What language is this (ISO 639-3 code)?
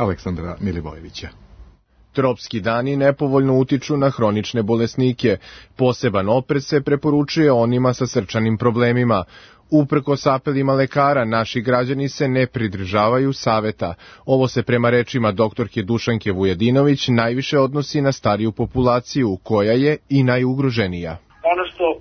srp